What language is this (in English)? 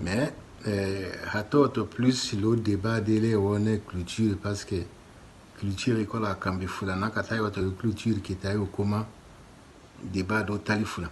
Tetela